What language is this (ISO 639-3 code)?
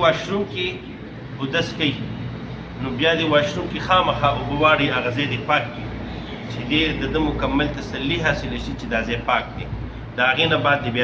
pus